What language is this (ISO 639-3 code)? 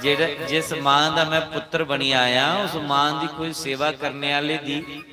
doi